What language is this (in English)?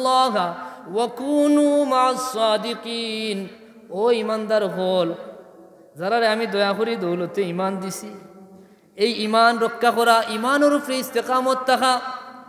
Sylheti